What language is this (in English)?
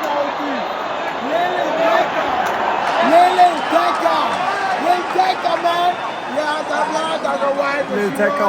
Swiss German